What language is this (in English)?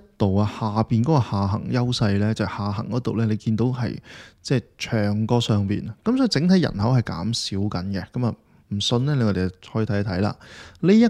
Cantonese